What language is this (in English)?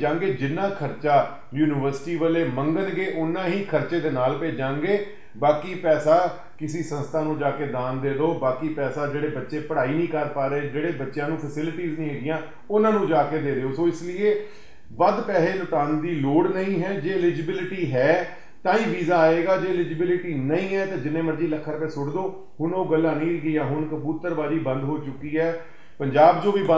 Punjabi